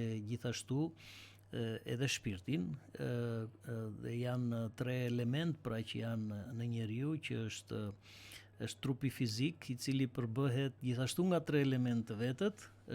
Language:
Albanian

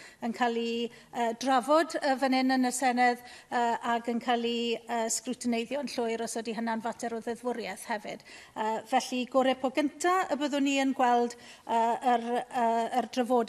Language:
Welsh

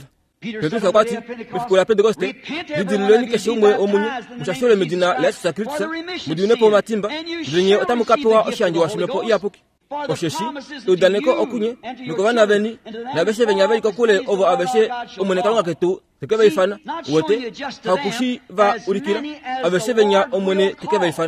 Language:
Kuanyama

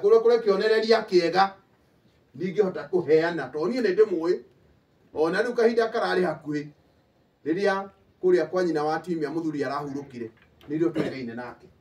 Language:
Kikuyu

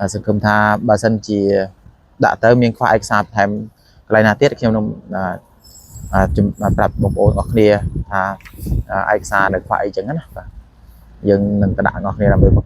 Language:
Khmer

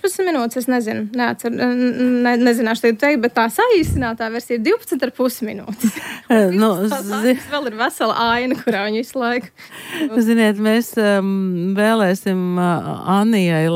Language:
Latvian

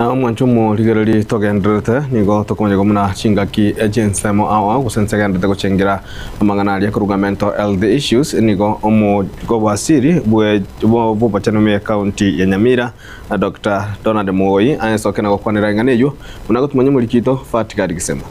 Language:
Gusii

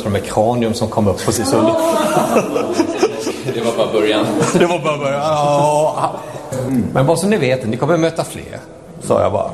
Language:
Swedish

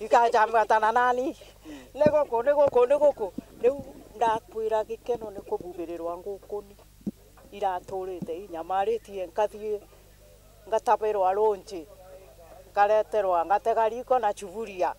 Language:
Meru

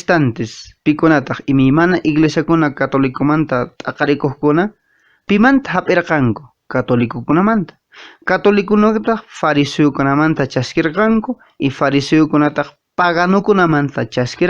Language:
Quechua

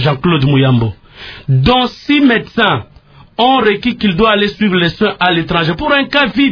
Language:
French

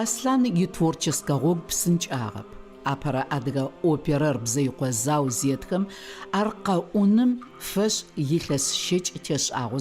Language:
Adyghe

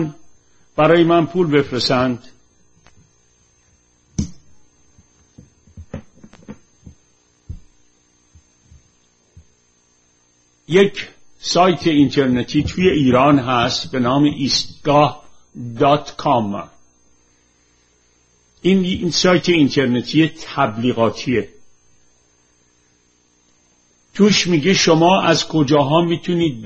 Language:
Persian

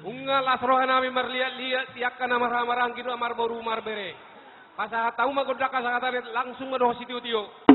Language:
Batak Toba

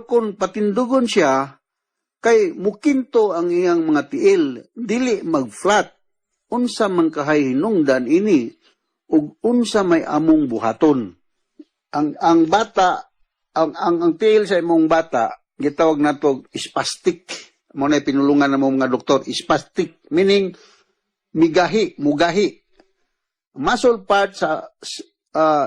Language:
Cebuano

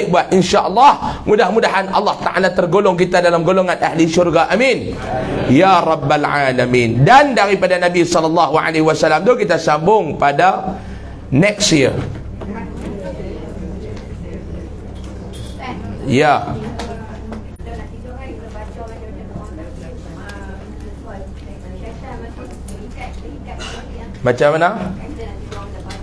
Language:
Malay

